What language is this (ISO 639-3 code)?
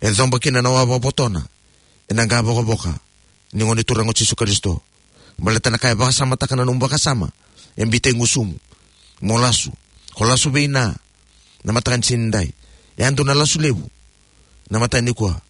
fij